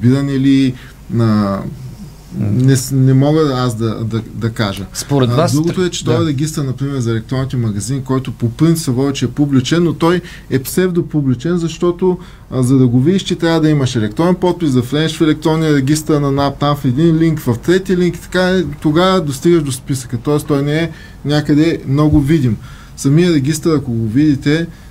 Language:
Bulgarian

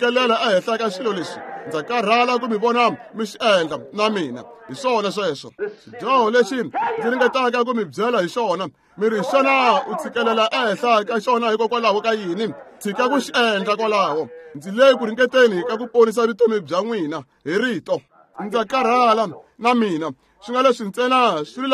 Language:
Tsonga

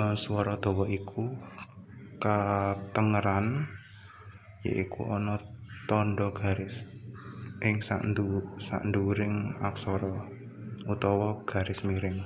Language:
Javanese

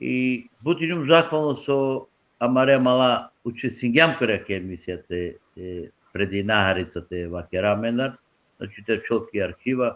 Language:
Balkan Romani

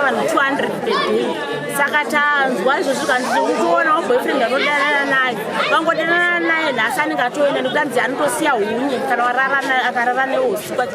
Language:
Shona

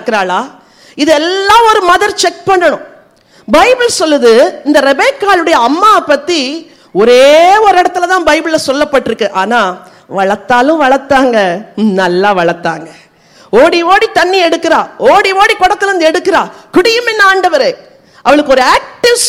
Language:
Tamil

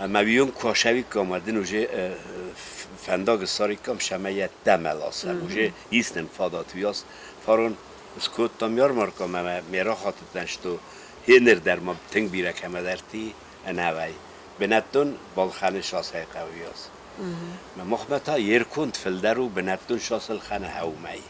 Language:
Ossetic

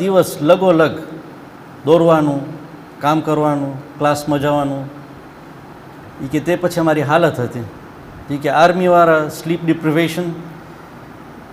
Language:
Gujarati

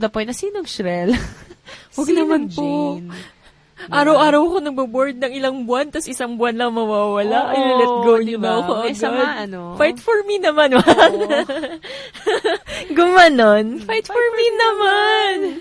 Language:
Filipino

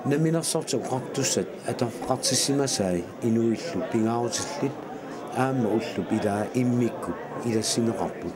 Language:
Kalaallisut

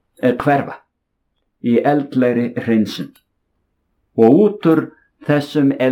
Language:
Icelandic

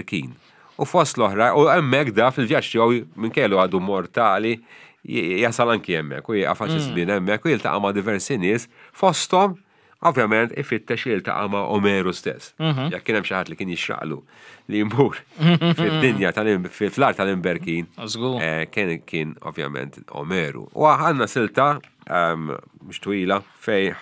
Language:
Maltese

